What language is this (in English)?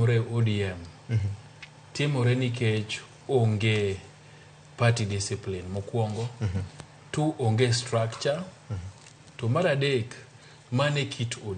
Luo (Kenya and Tanzania)